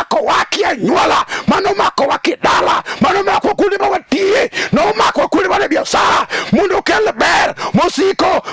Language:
Luo (Kenya and Tanzania)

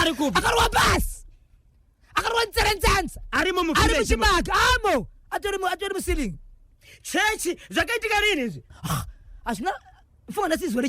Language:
Shona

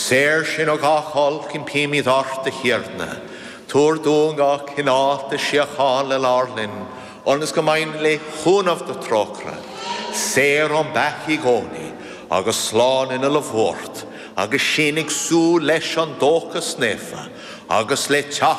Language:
Irish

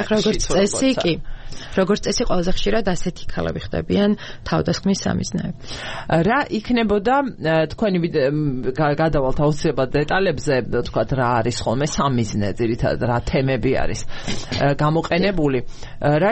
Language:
Georgian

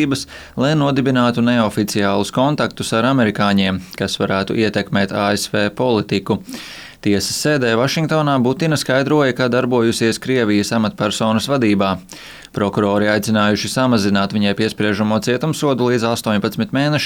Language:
Latvian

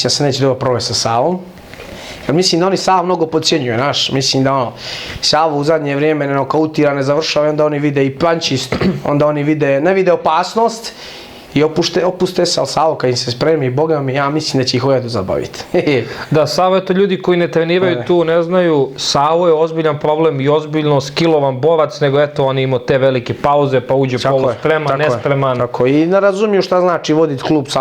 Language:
Bosnian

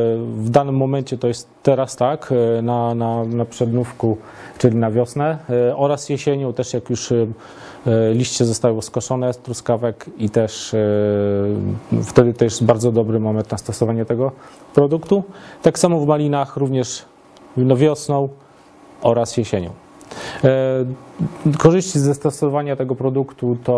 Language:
Polish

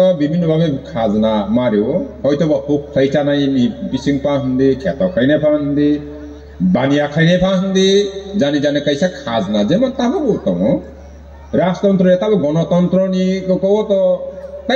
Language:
Kok Borok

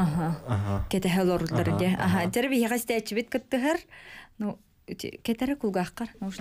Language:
Yakut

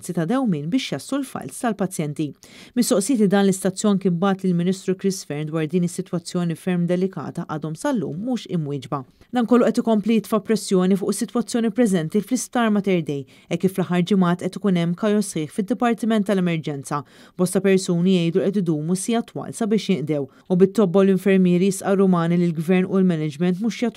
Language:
Maltese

